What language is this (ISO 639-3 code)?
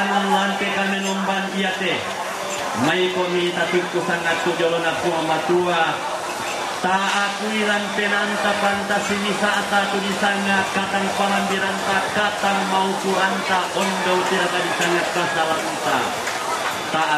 sda